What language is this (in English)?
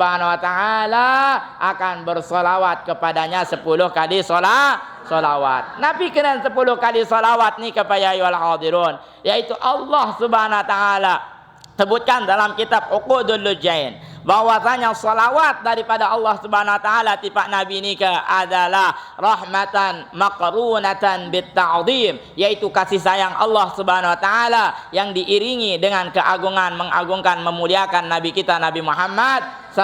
Sasak